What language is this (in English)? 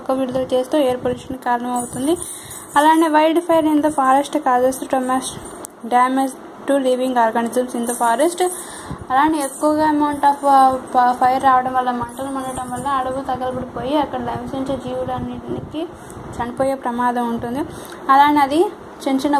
Telugu